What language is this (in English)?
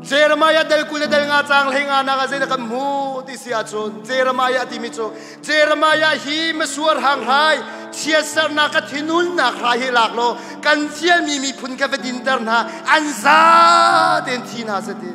Hakha Chin